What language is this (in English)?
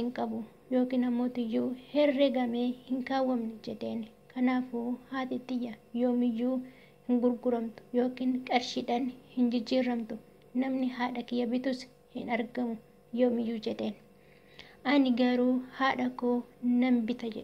Oromo